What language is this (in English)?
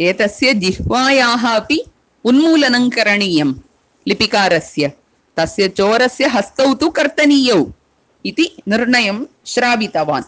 Sanskrit